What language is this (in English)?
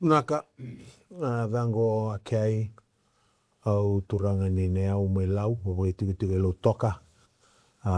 Fijian